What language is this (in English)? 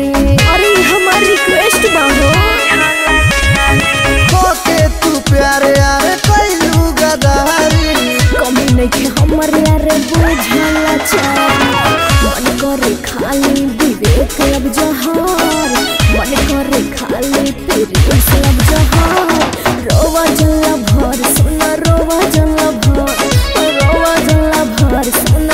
Bhojpuri